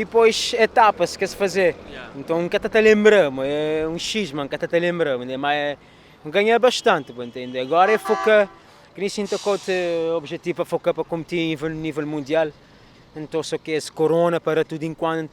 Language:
Kabuverdianu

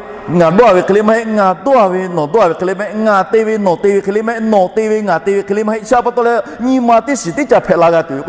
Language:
Lahu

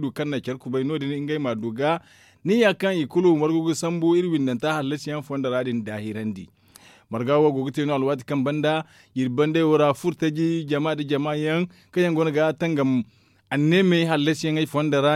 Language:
Zarma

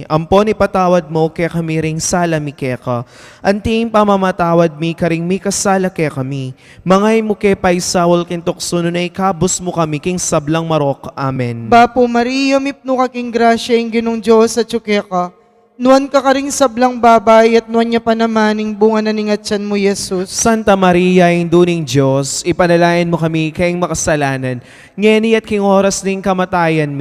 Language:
Pampanga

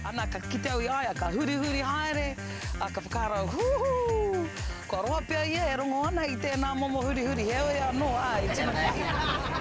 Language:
Māori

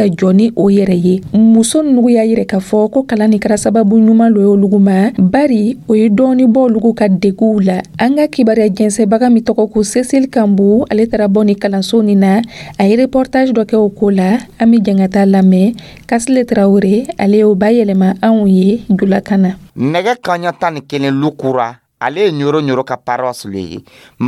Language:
Dyula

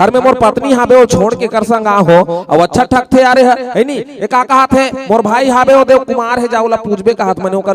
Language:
Chhattisgarhi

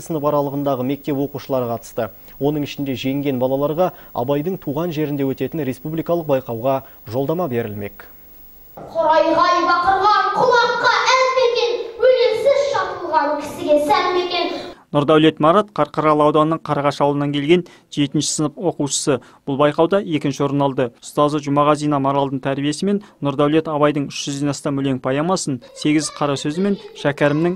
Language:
Kazakh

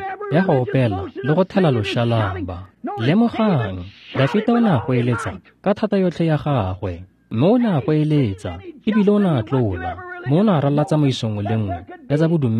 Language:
Tswana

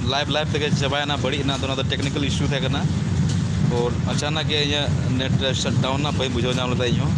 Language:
Santali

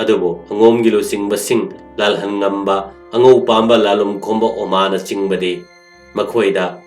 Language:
Manipuri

